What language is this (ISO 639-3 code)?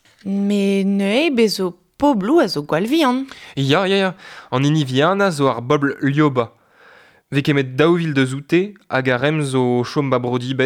bre